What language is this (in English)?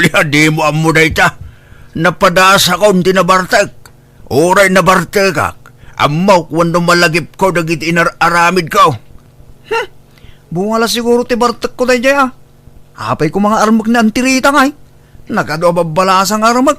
Iloko